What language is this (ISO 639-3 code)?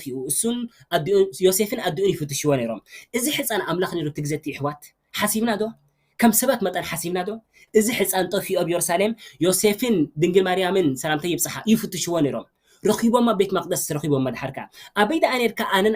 tir